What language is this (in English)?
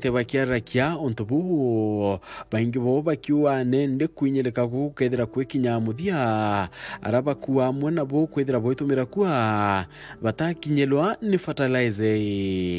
Meru